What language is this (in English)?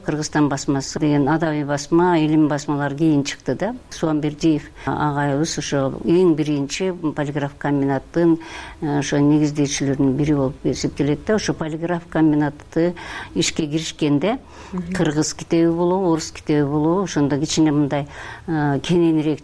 Kyrgyz